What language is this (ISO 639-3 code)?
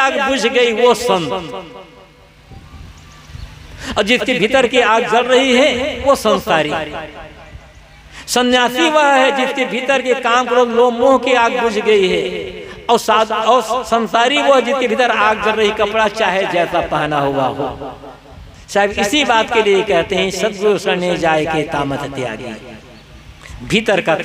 hin